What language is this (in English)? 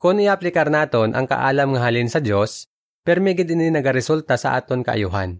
Hiligaynon